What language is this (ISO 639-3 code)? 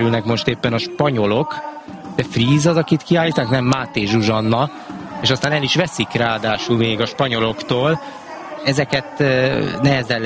hun